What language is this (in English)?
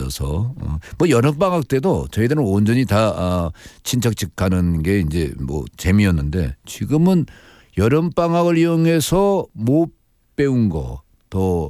Korean